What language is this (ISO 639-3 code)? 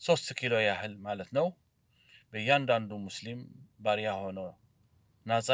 amh